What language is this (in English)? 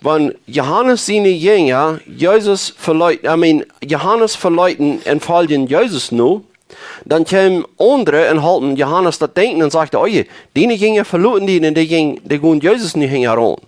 Plautdietsch